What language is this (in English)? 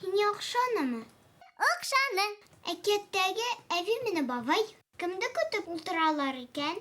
Bashkir